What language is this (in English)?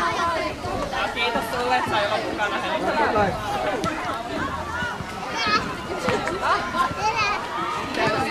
Finnish